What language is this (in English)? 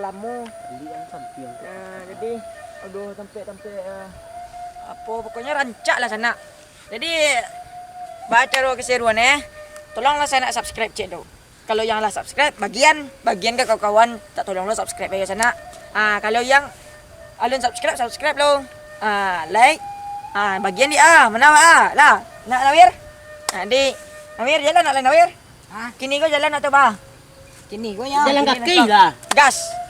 Minangkabau